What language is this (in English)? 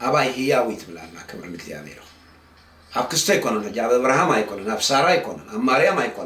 Tigrinya